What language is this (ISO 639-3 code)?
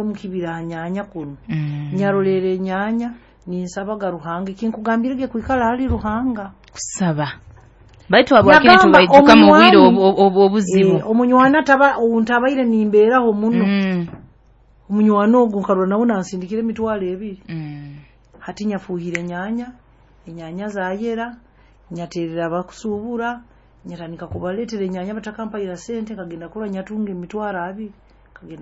nyo